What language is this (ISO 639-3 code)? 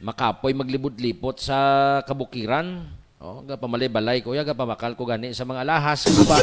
hil